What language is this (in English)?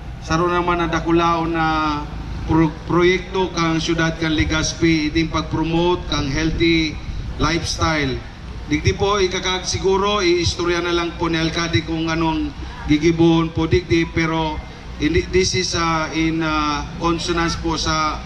Bikol